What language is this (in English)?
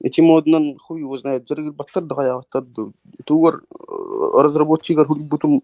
Yakut